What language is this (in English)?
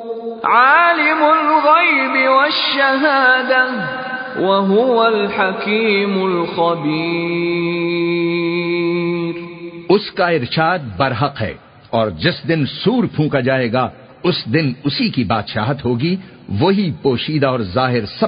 Urdu